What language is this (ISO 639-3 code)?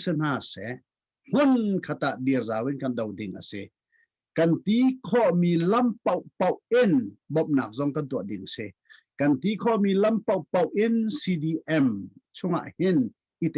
cnh